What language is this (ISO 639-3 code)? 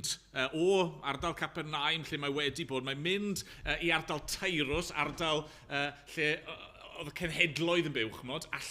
cym